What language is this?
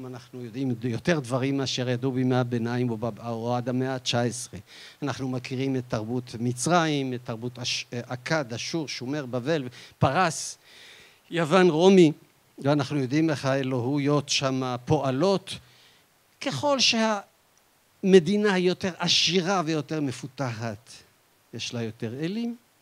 Hebrew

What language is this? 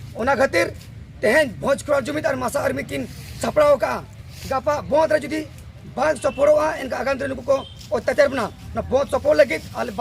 Santali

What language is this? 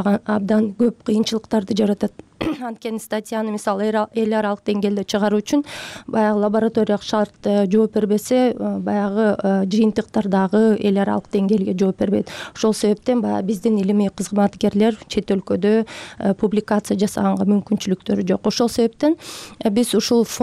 Kyrgyz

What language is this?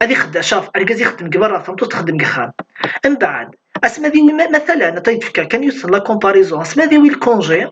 Kabyle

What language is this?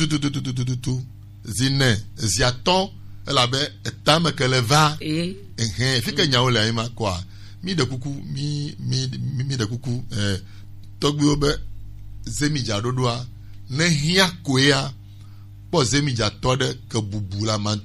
Gen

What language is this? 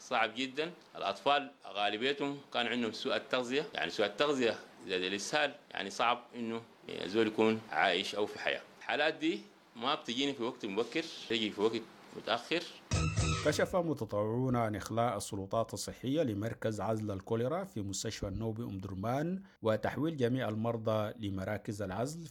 Sudanese Arabic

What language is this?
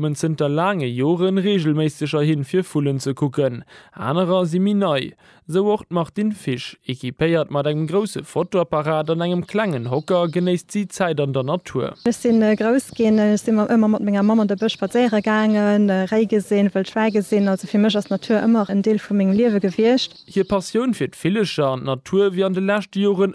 Luxembourgish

